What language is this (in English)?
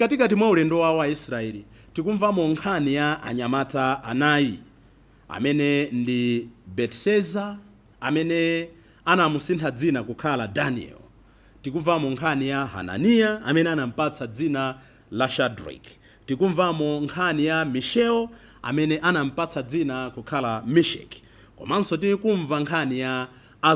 Nyanja